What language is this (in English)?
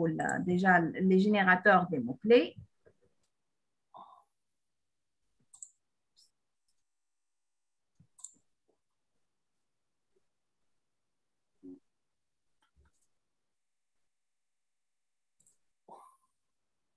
Tunisian Arabic